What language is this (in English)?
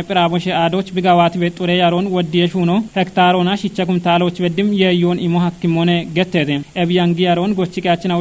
Kafa